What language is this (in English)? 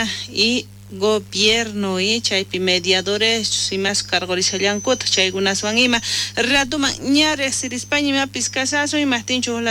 South Bolivian Quechua